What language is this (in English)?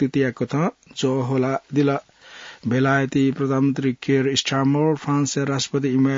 Newari